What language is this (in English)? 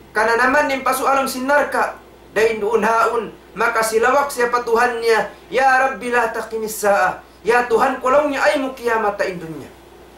Tausug